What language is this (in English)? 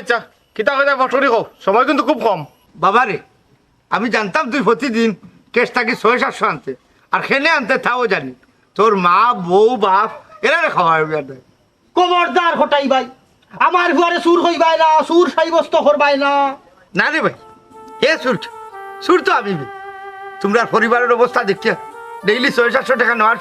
Sylheti